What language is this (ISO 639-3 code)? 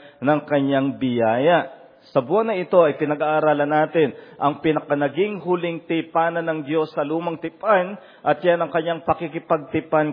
fil